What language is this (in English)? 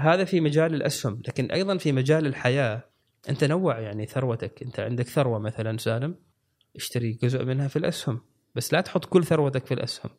Gulf Arabic